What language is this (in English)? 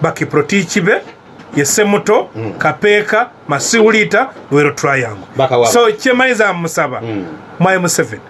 Ganda